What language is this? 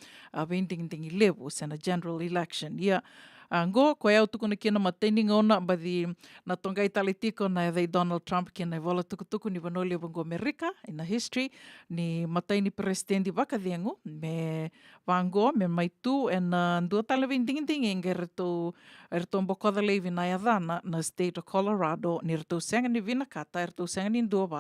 Fijian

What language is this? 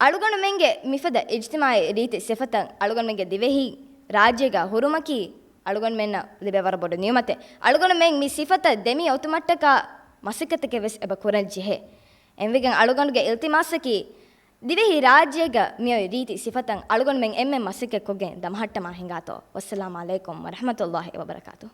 Divehi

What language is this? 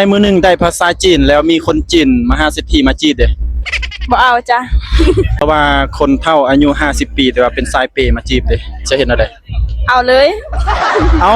Lao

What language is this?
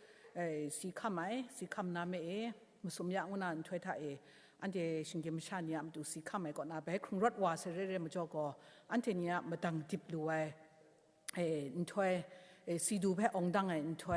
Kachin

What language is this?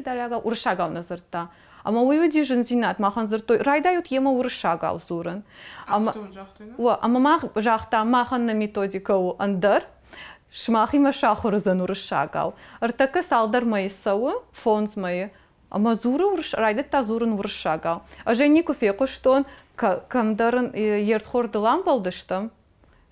Ossetic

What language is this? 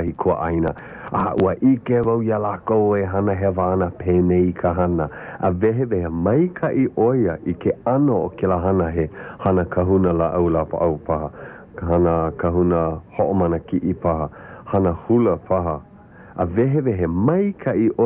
Hawaiian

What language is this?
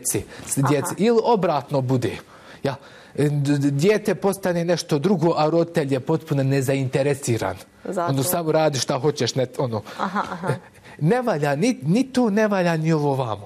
Bosnian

